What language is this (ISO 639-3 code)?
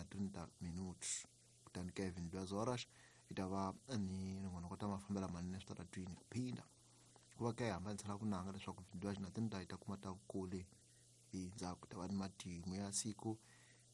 tso